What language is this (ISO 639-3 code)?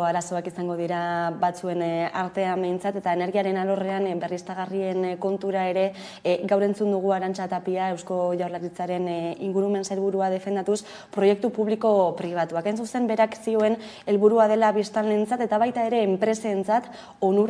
eus